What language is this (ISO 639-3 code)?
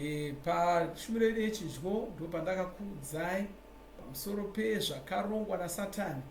sna